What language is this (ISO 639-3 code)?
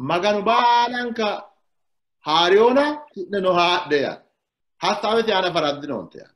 sid